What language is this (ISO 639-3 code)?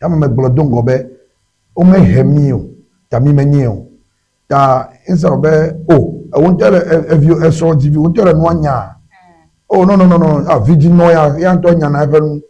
ewe